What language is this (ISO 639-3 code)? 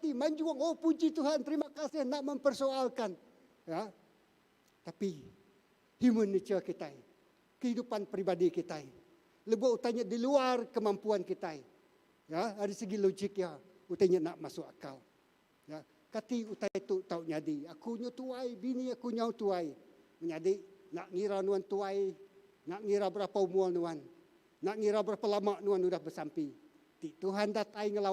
iba